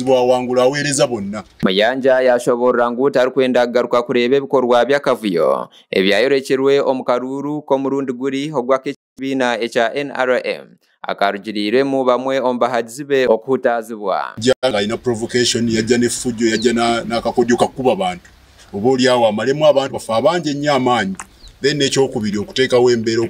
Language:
Nyankole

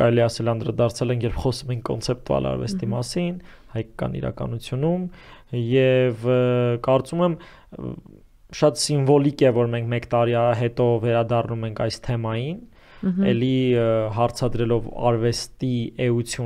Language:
Armenian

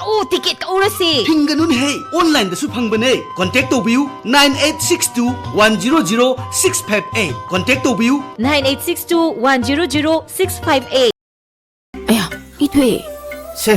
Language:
Manipuri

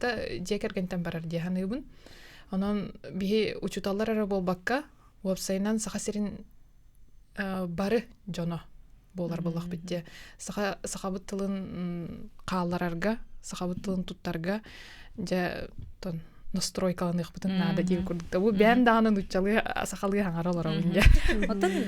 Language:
Yakut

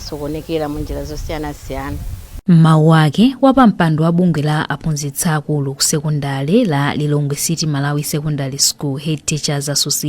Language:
Nyanja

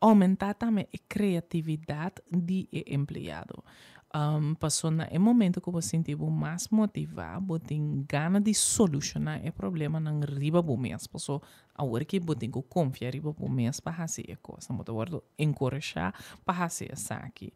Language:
Papiamento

